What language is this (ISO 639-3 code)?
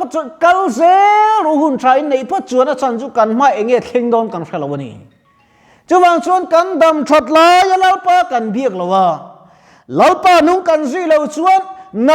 lus